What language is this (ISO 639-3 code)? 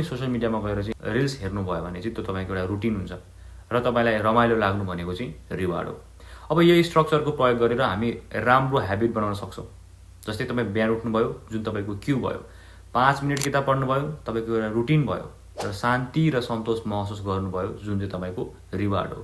nep